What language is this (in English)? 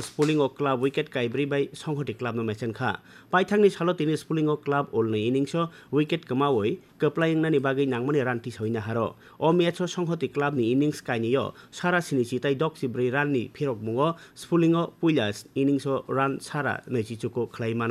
Kok Borok